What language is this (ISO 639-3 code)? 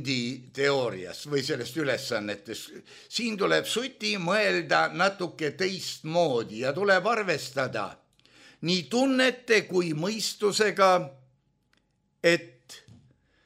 est